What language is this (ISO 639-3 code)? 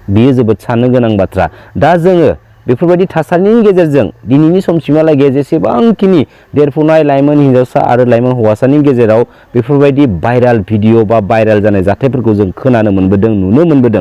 brx